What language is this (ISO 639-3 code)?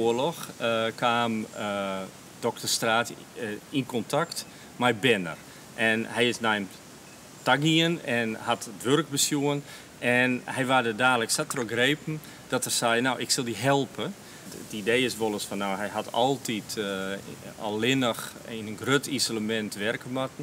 fry